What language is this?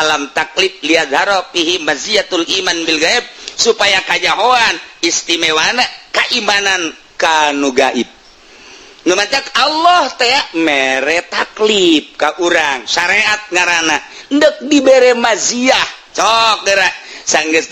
Sundanese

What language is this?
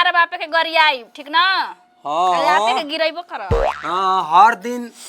Bhojpuri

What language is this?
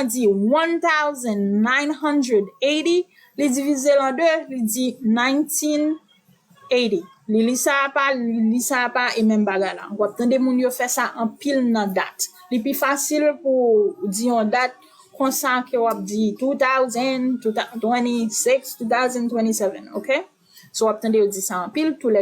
Haitian Creole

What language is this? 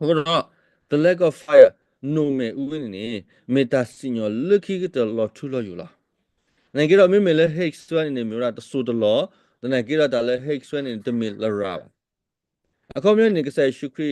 S'gaw Karen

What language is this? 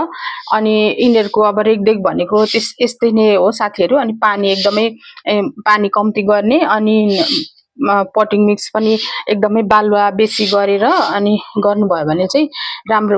Nepali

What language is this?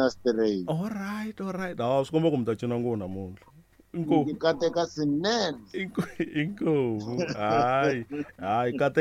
Tsonga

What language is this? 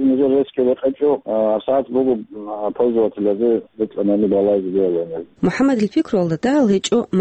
Avaric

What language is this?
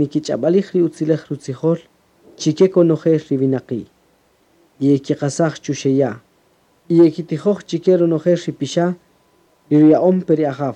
Kaqchikel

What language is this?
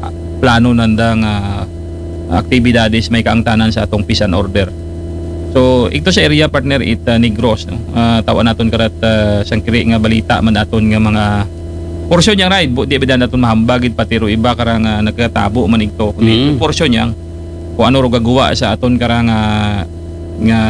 Aklanon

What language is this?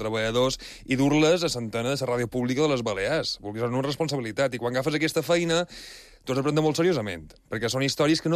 Catalan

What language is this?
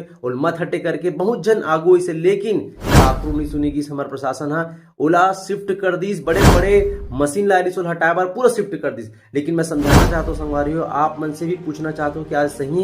Chhattisgarhi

